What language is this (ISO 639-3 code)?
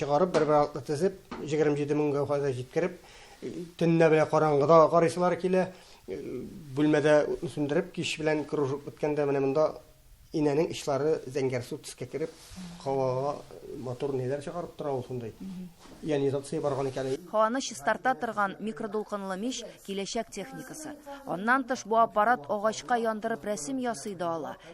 tat